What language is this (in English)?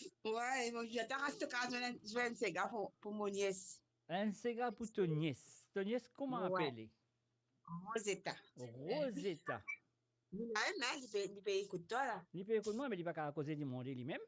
Morisyen